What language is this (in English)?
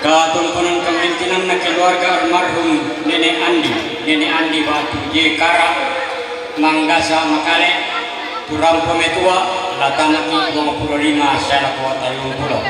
Toraja-Sa'dan